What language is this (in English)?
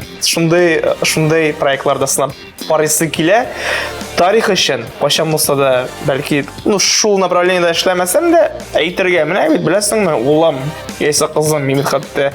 Tatar